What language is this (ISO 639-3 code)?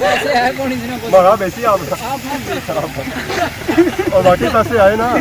phr